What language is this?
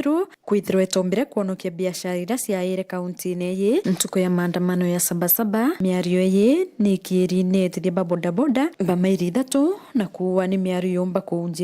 Meru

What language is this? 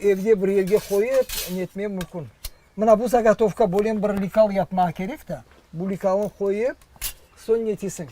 Crimean Tatar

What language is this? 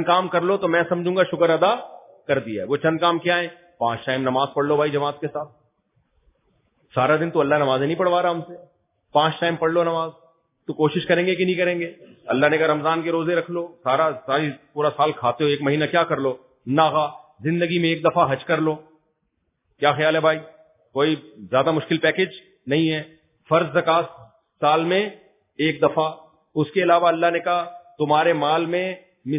Urdu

